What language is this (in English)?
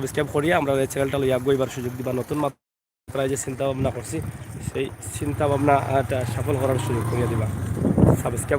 Sylheti